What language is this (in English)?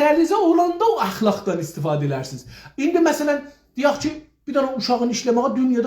South Azerbaijani